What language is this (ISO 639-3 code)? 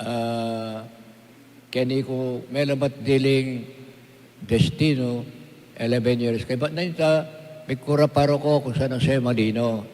pam